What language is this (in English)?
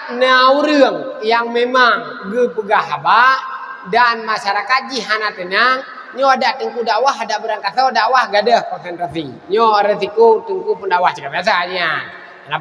Achinese